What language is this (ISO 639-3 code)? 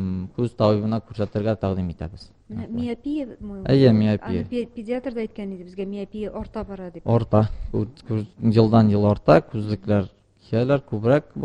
tat